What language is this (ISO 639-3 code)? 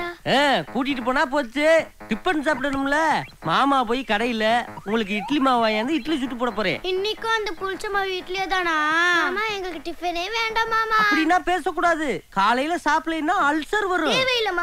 tam